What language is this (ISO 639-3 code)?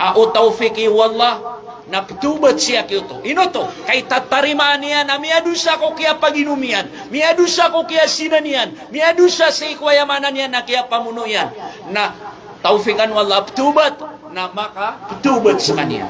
mrw